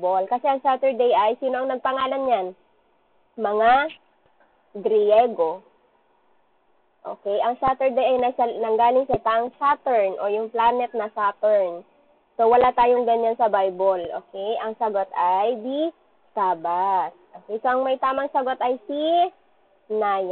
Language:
Filipino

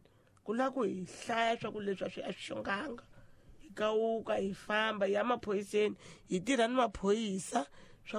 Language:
Tsonga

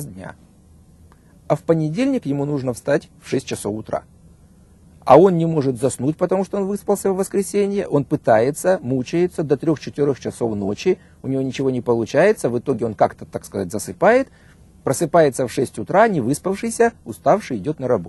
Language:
Russian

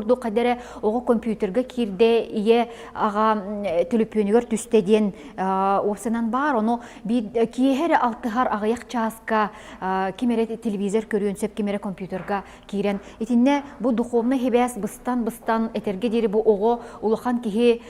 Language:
Yakut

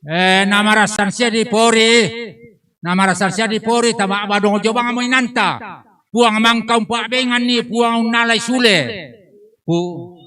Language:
Toraja-Sa'dan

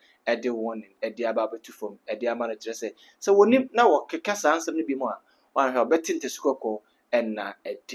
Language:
Akan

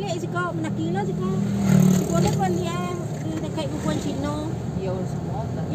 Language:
Minangkabau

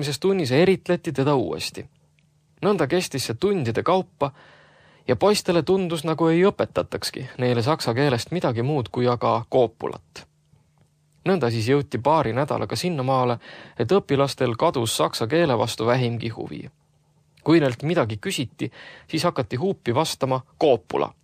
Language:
Estonian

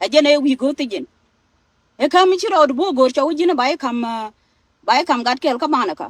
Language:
Nuer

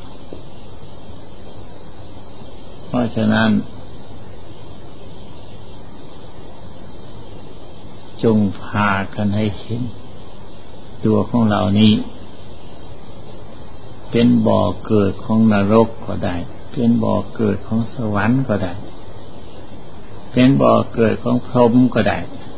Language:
Thai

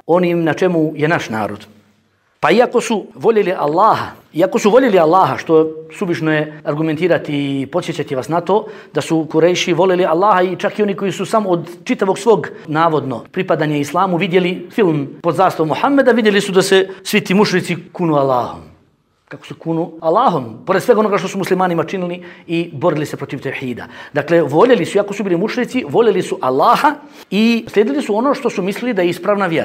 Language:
Bosnian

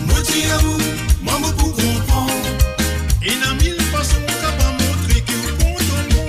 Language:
Morisyen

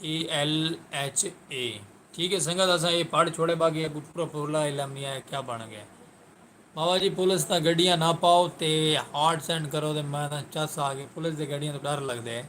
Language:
Saraiki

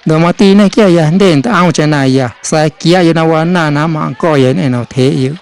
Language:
Guerrero Amuzgo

